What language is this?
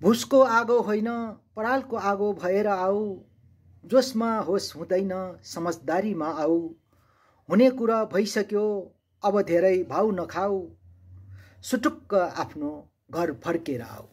Nepali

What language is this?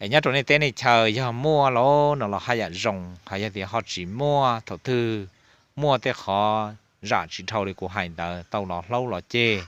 Hmong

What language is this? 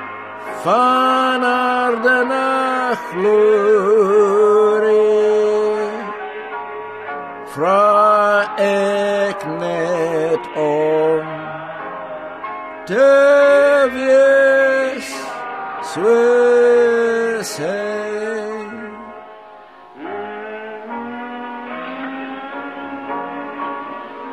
Afrikaans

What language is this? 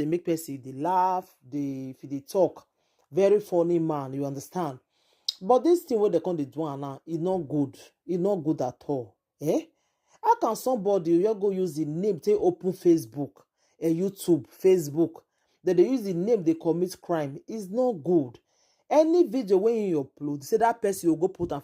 Nigerian Pidgin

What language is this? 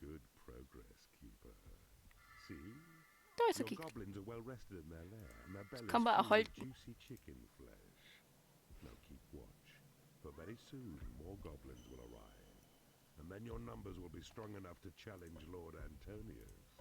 Bavarian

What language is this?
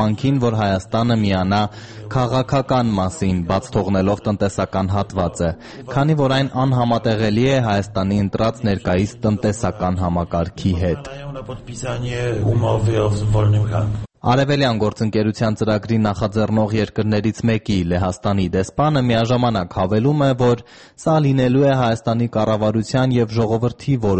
Armenian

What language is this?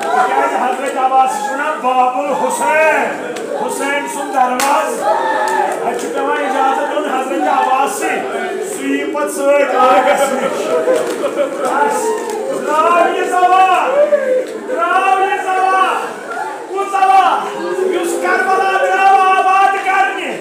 Kashmiri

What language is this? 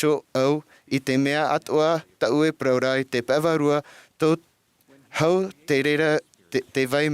Tahitian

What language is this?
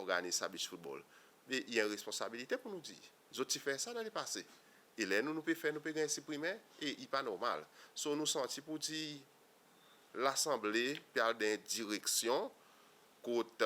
Seselwa Creole French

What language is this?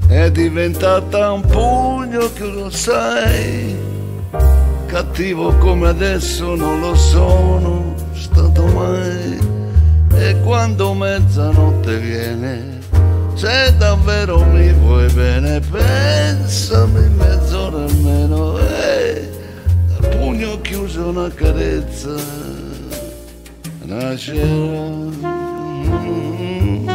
Italian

